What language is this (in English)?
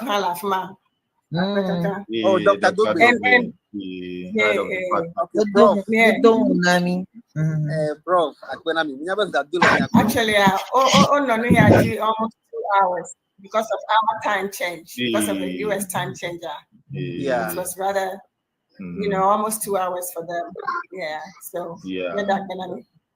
Ewe